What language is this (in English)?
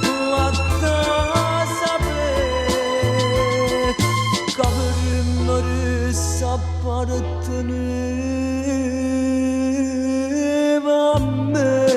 Neapolitan